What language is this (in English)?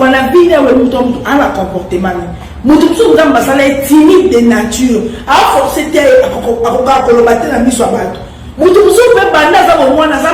Lingala